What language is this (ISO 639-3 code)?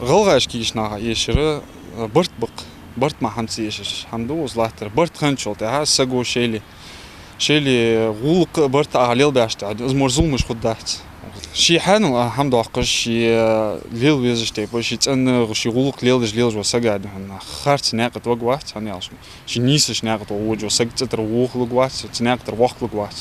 inh